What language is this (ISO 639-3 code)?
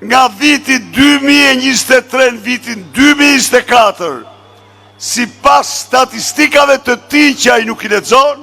sqi